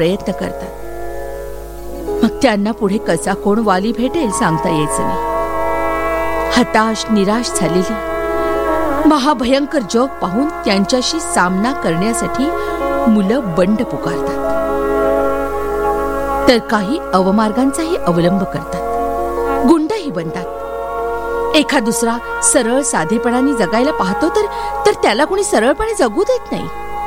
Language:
Marathi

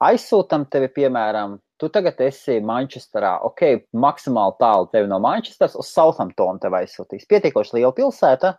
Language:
Latvian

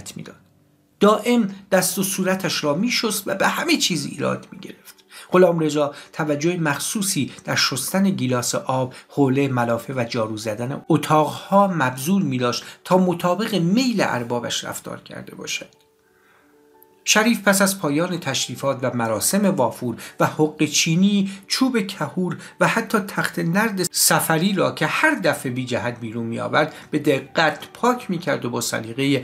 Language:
Persian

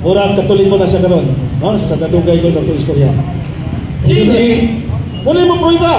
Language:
Cebuano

